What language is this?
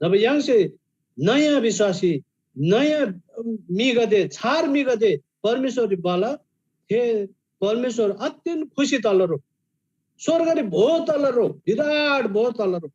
Eastern Tamang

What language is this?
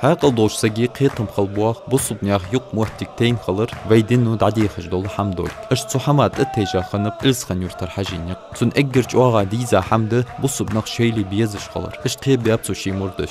Ingush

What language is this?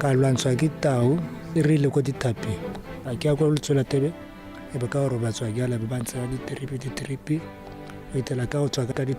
Tswana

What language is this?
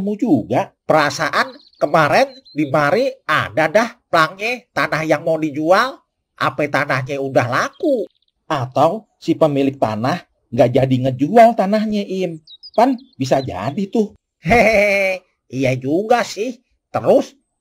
Betawi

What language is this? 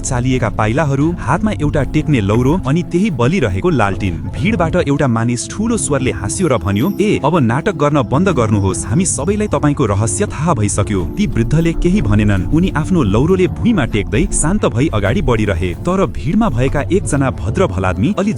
Nepali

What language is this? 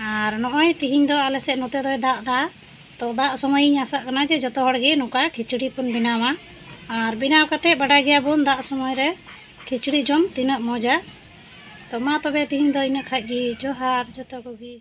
Santali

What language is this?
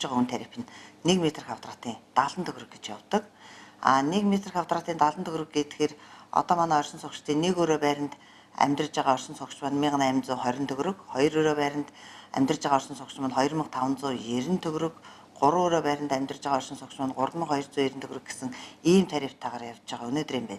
Mongolian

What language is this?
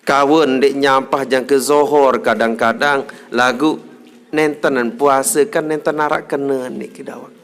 Sasak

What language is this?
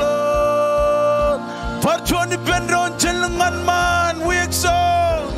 Marshallese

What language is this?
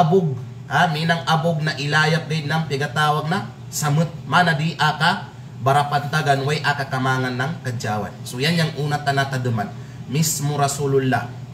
Kalagan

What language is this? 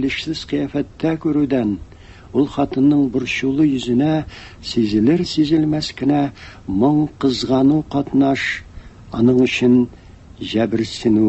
Tatar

